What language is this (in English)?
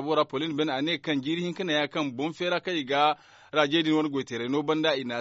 Zarma